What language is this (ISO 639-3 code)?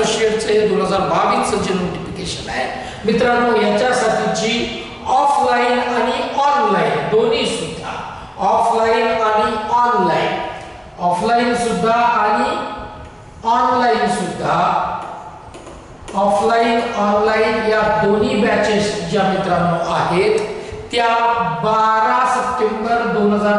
mar